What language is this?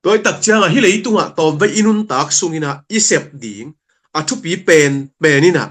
Tedim Chin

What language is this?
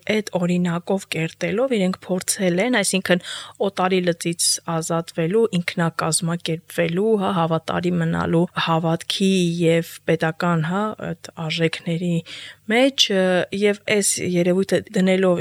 Armenian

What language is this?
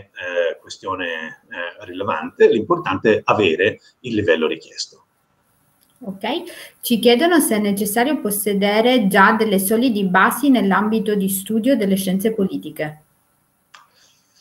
Italian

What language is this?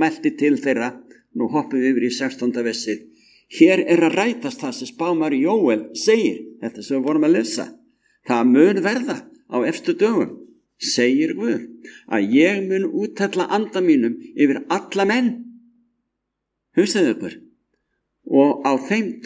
Icelandic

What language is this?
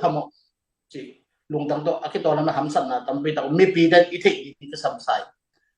Tedim Chin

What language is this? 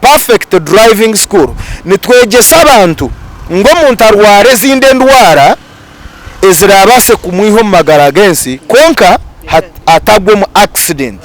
Nyankole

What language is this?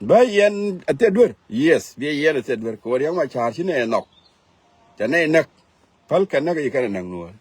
Nuer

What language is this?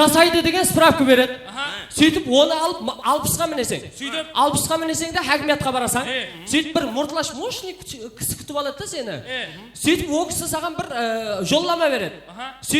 Kara-Kalpak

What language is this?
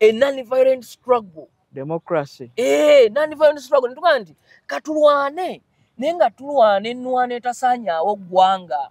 Ganda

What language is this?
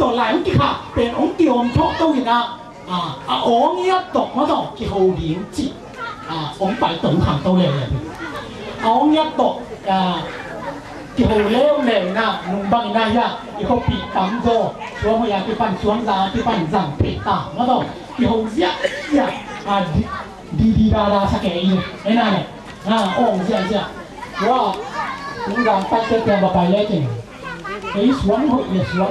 Tedim Chin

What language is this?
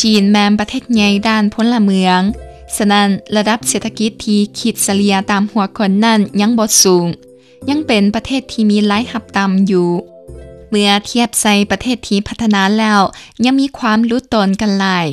Lao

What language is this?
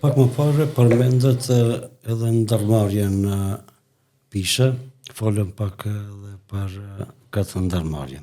Albanian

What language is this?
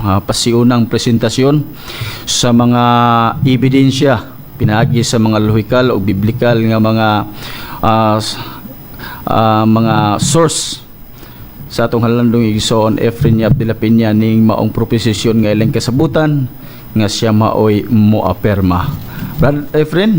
Cebuano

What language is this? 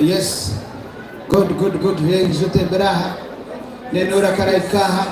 Nyankole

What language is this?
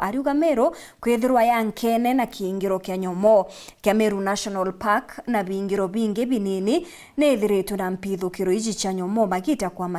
Meru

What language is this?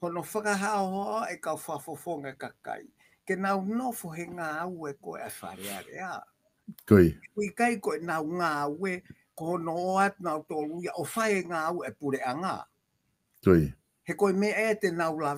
Tongan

